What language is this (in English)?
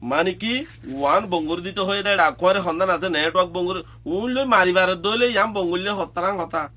Rohingya